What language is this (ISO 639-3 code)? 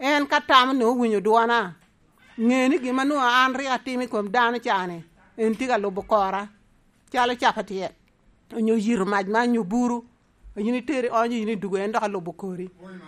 laj